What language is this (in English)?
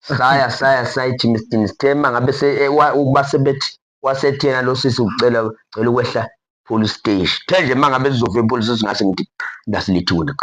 Zulu